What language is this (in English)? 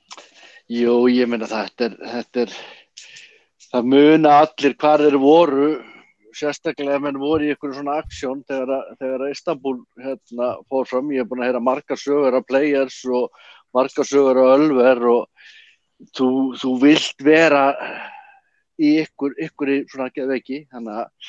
Icelandic